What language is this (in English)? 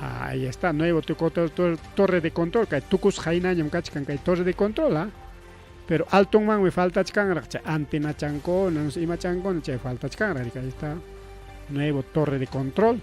Ayacucho Quechua